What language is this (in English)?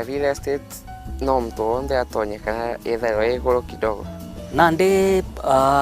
Meru